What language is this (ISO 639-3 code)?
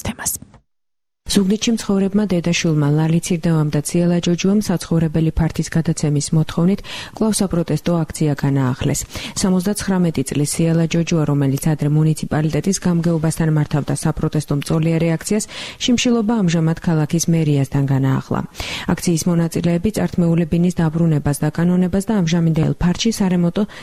kat